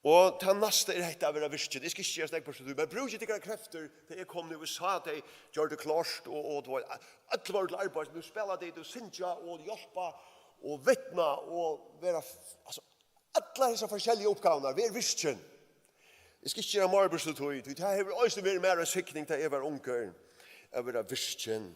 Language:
Faroese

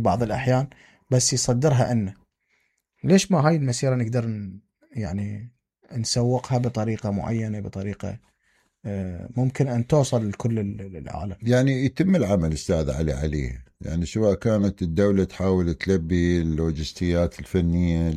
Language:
Mesopotamian Arabic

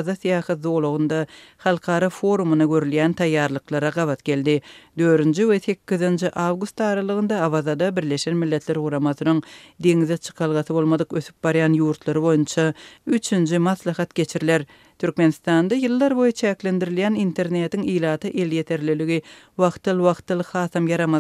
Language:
Turkmen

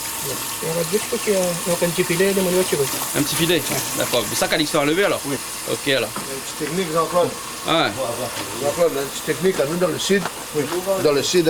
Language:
Réunion Creole French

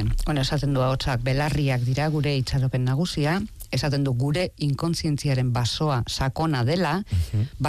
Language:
Basque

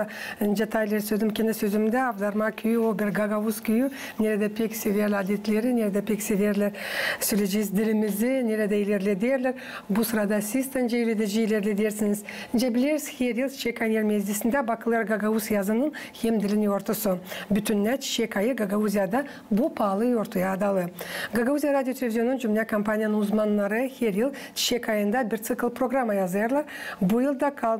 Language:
Gagauz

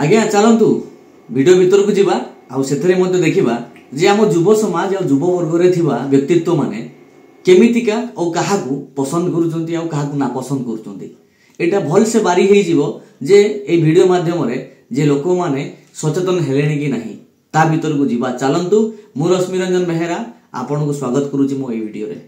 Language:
Odia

